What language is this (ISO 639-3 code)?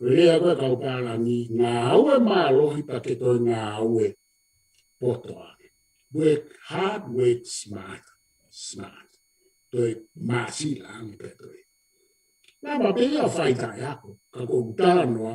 ton